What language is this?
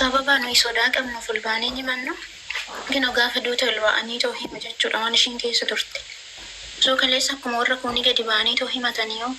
Oromo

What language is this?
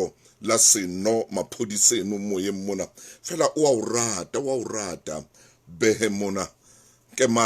Southern Sotho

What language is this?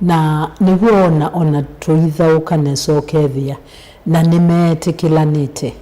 Kamba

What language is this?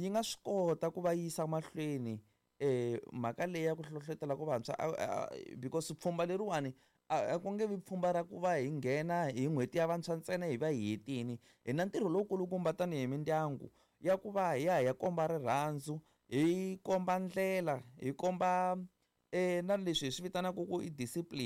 Tsonga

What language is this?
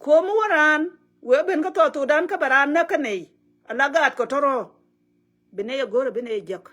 Nuer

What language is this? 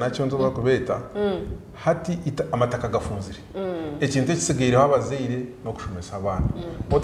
Nyankole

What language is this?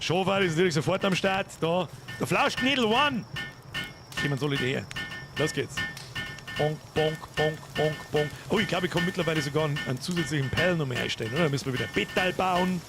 Bavarian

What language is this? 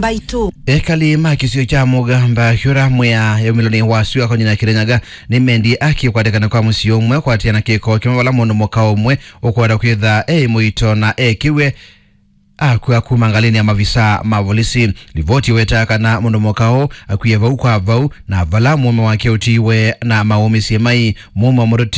Kamba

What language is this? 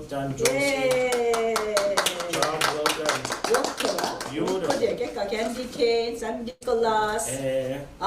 Mi'kmaw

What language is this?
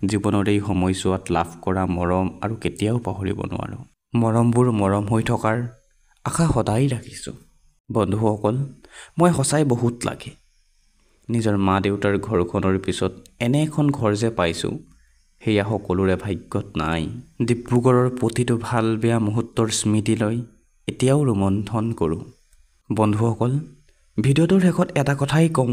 Assamese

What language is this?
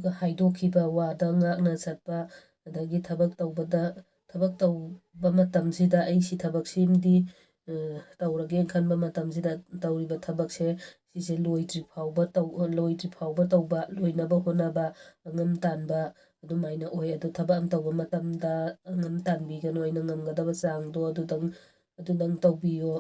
Manipuri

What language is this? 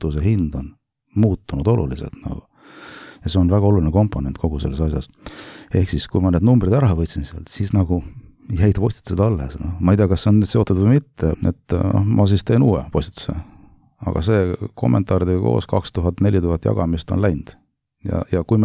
Estonian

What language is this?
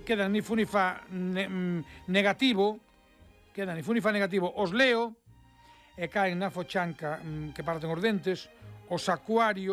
Galician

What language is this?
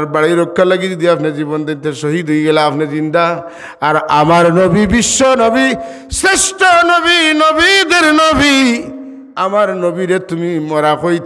Sylheti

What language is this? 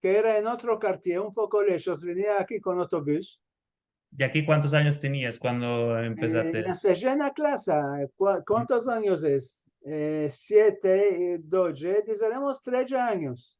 Ladino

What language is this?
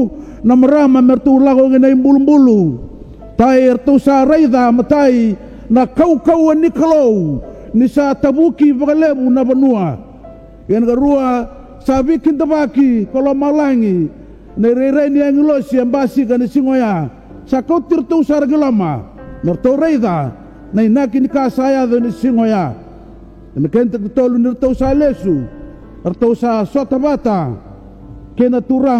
Fijian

